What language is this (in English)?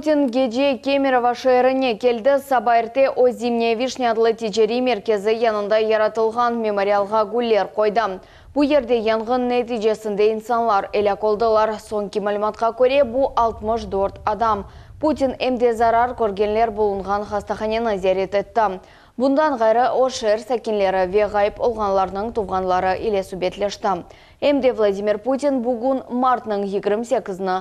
Crimean Tatar